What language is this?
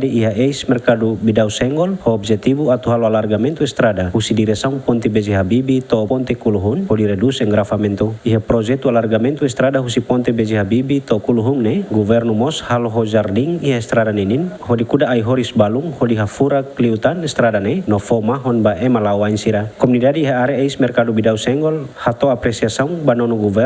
Tetum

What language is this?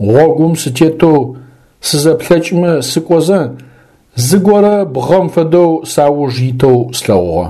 Adyghe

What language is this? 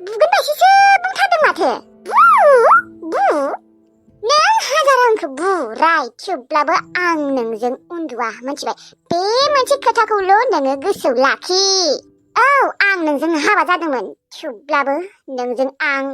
Bodo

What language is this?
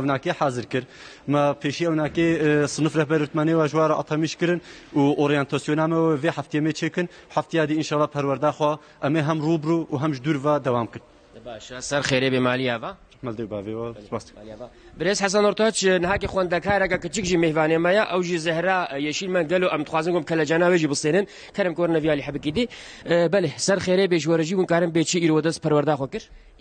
Kurdish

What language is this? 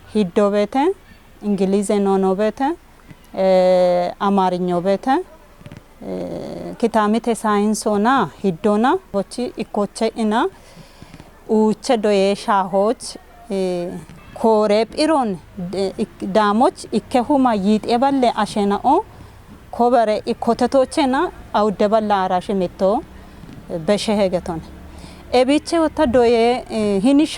Kafa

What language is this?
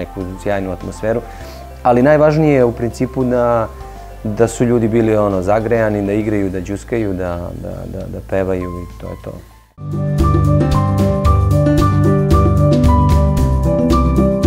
Serbian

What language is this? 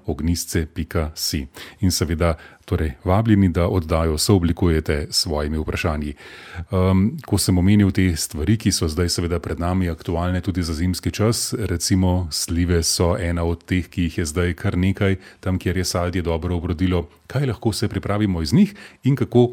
Slovenian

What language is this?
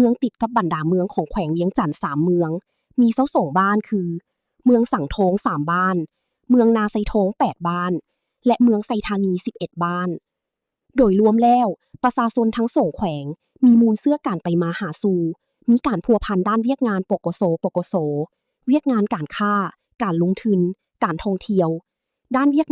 Lao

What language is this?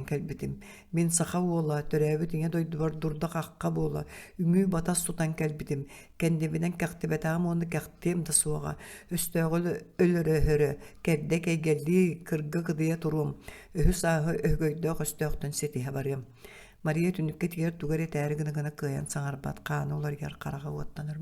Yakut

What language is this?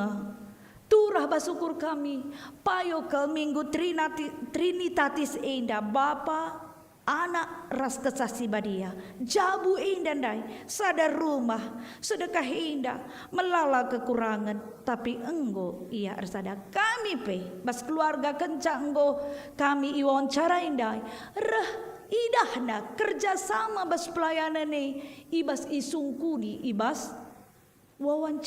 Batak Karo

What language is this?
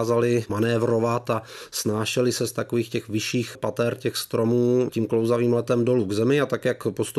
Czech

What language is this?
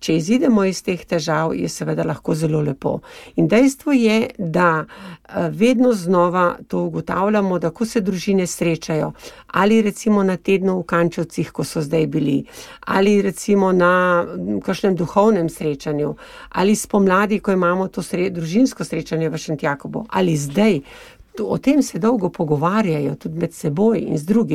Slovenian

